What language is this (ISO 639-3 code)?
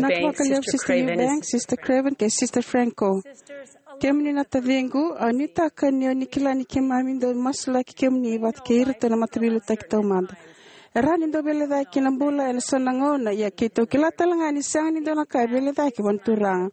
fij